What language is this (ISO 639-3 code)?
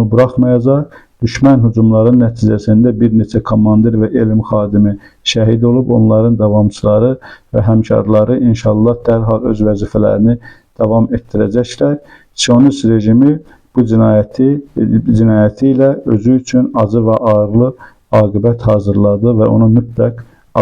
aze